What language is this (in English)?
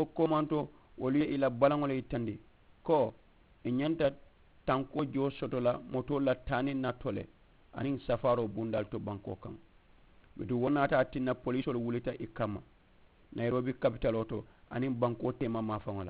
Mandingo